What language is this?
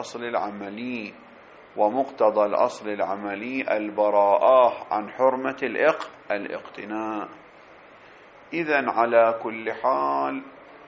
Arabic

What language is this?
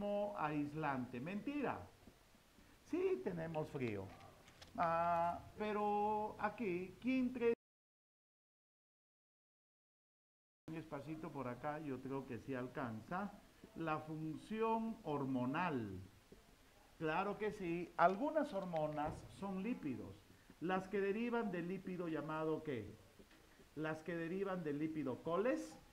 Spanish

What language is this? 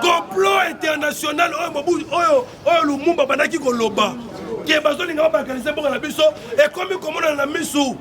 Lingala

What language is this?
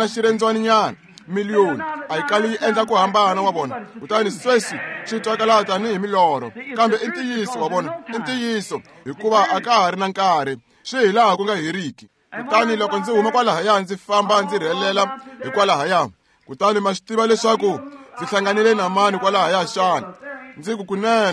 Tsonga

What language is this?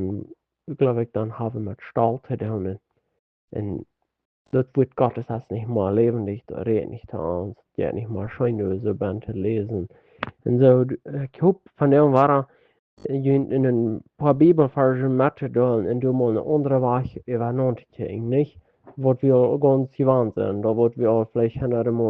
Plautdietsch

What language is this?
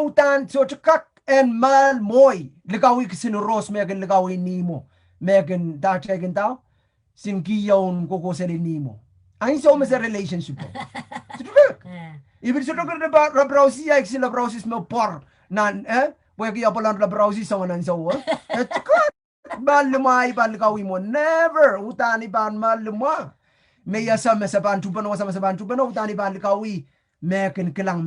Pohnpeian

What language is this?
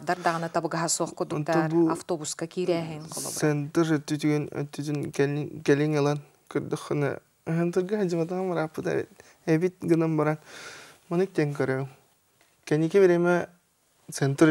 Yakut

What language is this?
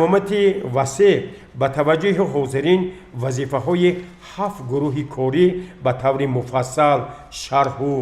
Tajik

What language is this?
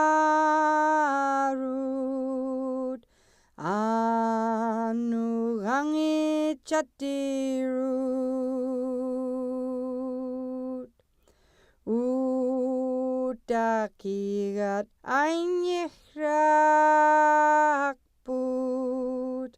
Central Yupik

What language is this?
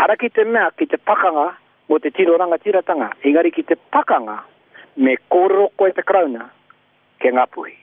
Māori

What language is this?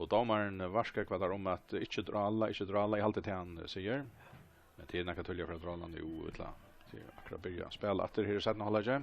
Faroese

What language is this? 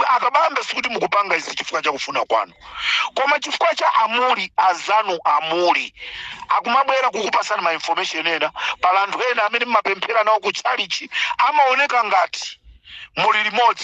Nyanja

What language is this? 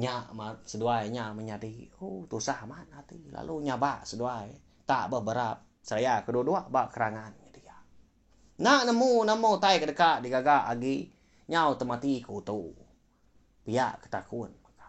Iban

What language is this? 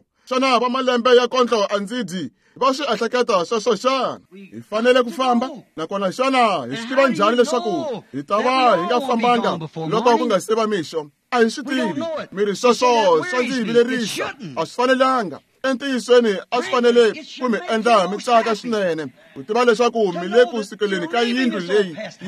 Tsonga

